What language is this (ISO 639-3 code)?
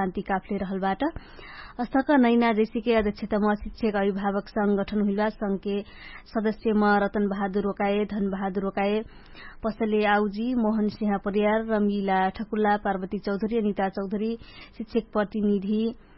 thl